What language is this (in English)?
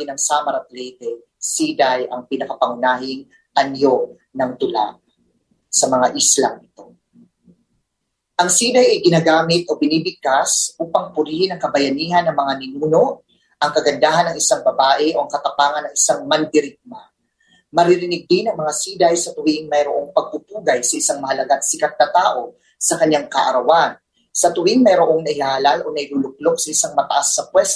Filipino